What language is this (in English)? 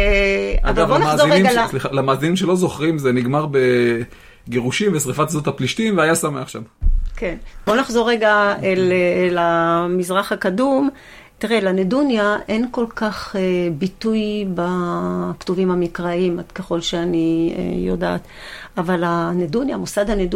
Hebrew